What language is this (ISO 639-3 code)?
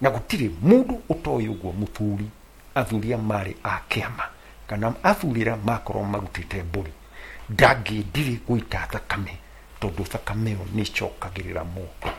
kik